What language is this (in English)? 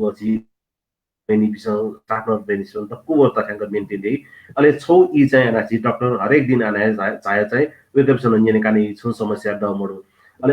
Newari